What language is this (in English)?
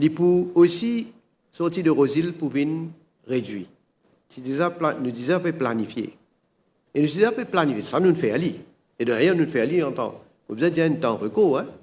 Morisyen